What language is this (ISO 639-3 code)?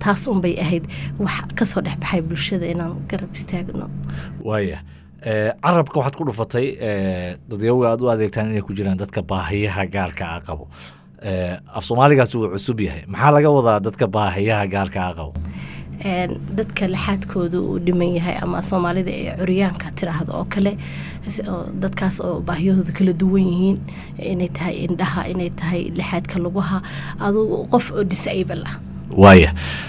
som